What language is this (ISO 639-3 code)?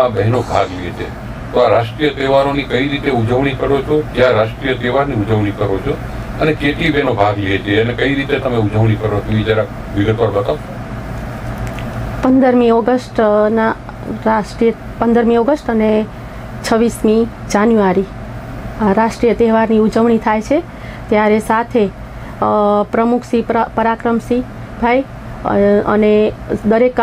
guj